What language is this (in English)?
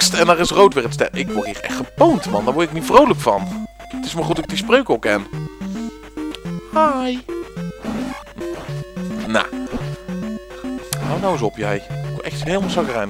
Dutch